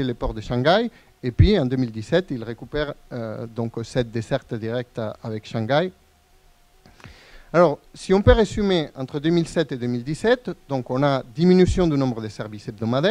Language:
French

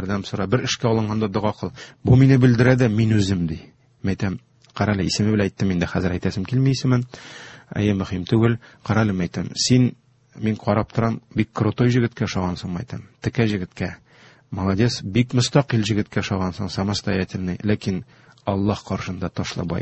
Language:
Tatar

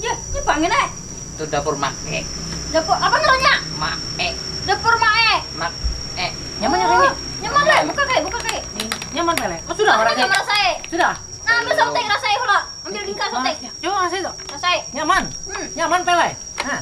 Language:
Banjar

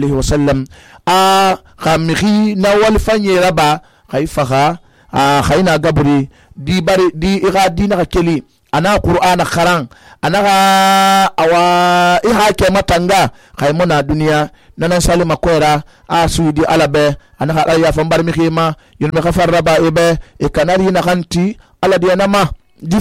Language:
Susu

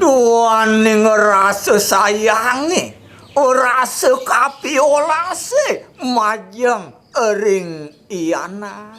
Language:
Balinese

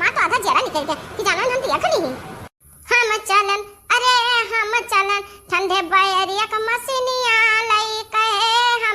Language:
Awadhi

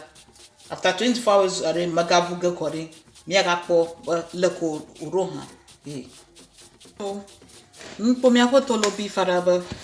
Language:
Ewe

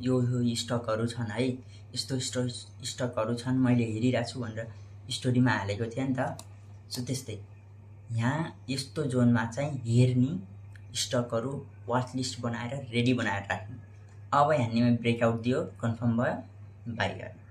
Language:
Nepali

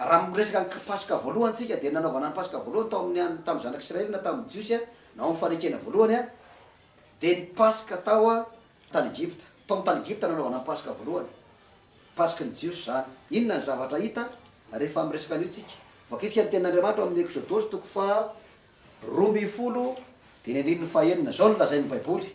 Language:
Malagasy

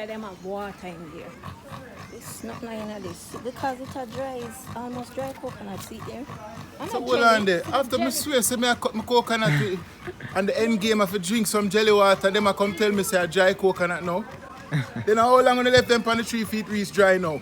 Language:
Jamaican Creole English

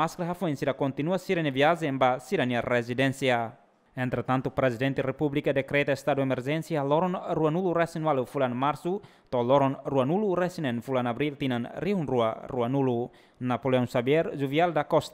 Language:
Tetum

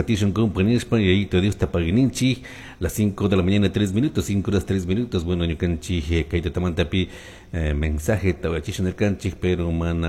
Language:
Chimborazo Highland Quichua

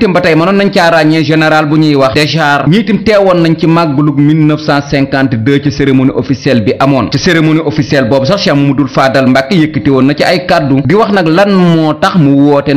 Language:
Wolof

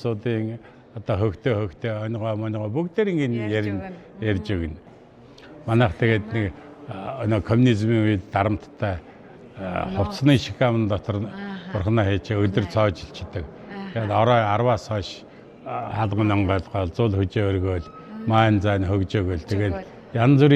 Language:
Mongolian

